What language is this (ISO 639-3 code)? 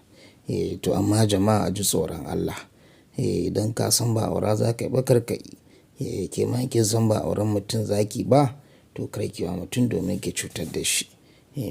hau